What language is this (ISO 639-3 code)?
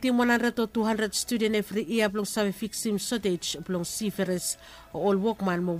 bis